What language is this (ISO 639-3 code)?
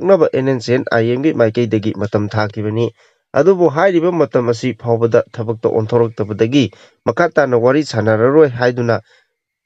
mni